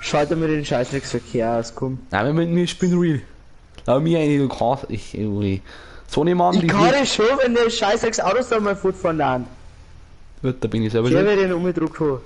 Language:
Bavarian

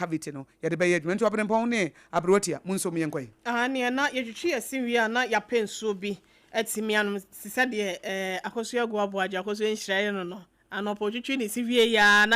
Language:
Akan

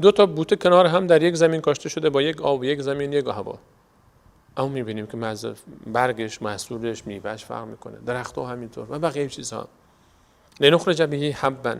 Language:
Persian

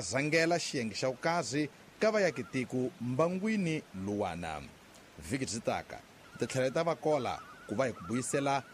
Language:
Tsonga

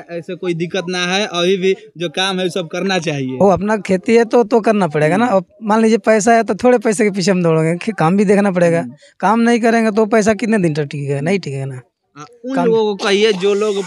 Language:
Bhojpuri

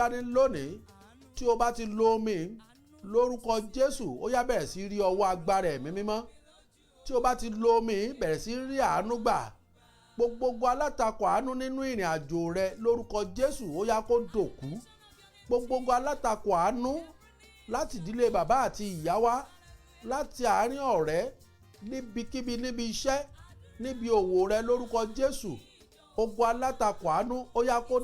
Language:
Yoruba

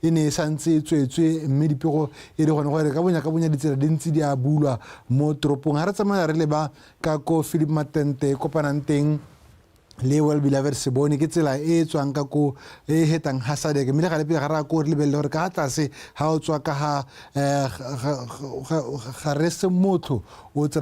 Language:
Tswana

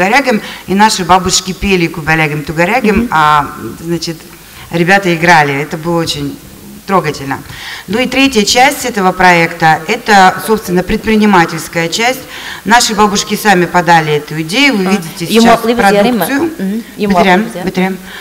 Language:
Tatar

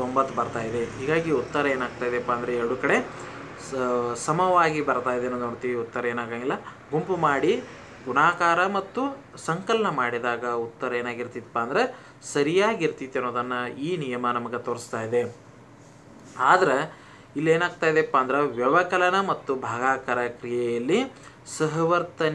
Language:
Kannada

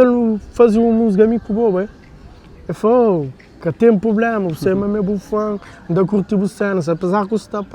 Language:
Kabuverdianu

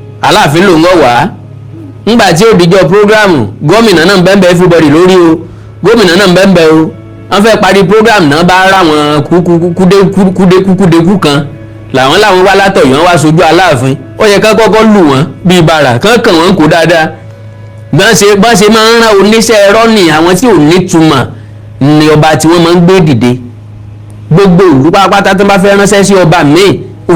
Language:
Yoruba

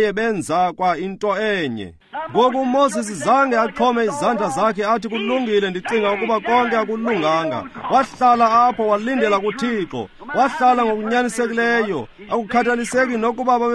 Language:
Xhosa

